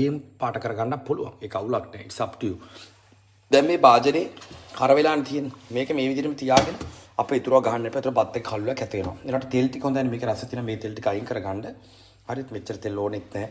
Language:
Sinhala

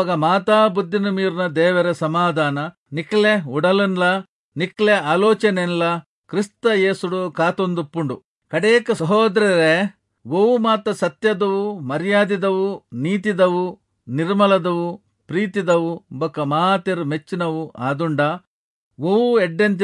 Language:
Tulu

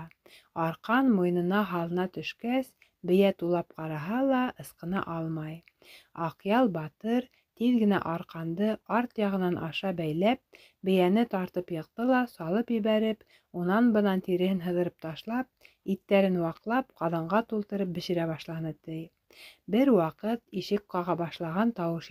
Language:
Bashkir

